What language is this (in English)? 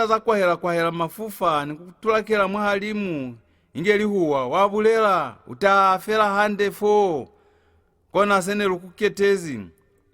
Lozi